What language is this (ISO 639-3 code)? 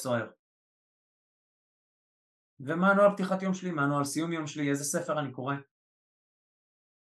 heb